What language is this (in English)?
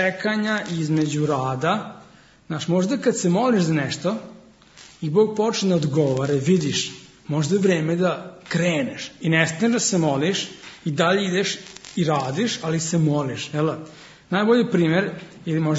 Serbian